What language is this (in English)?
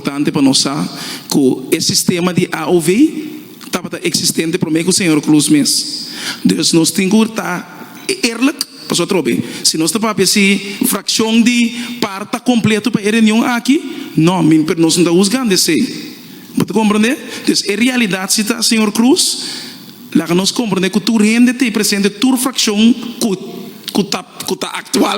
Papiamento